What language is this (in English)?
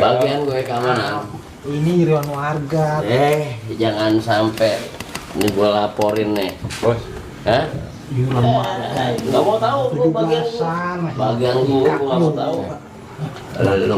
Betawi